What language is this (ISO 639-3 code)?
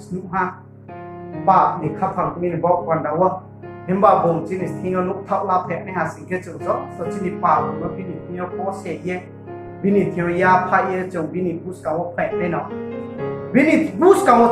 ria